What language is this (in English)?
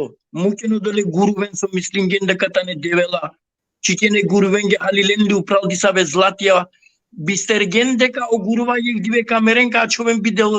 Balkan Romani